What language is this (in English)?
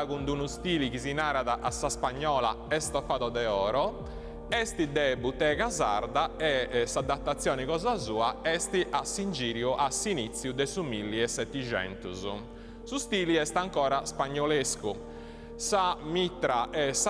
Sardinian